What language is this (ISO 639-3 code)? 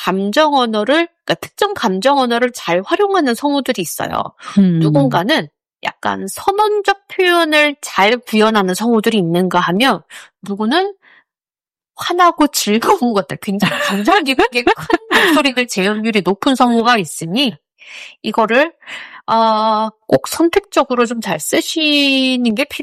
kor